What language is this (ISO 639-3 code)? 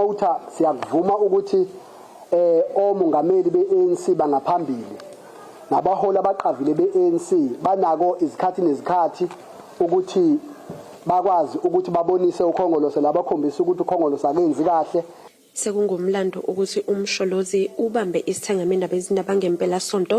zul